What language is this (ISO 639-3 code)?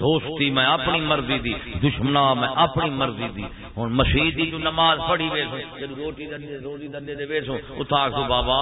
skr